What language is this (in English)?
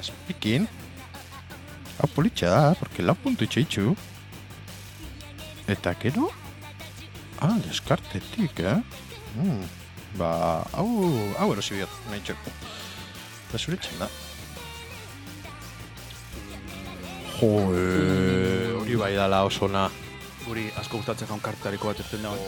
Basque